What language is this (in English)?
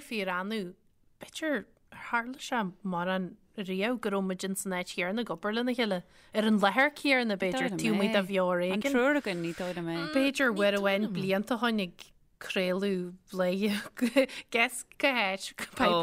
Irish